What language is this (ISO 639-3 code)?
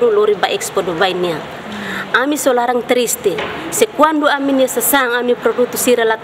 tet